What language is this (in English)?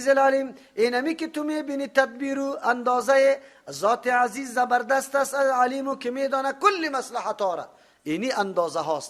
Persian